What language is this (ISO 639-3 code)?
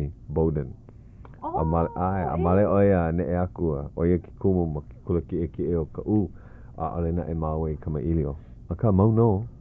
haw